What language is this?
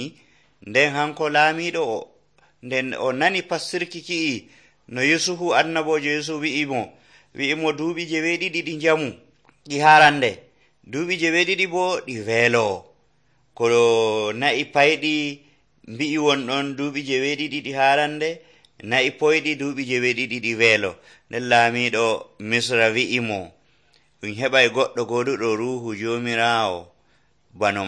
Nigerian Fulfulde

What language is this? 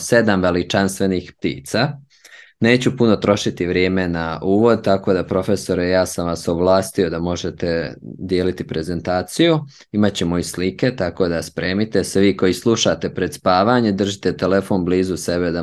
Serbian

